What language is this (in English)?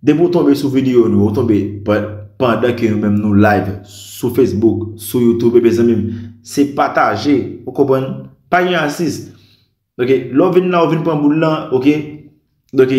Haitian Creole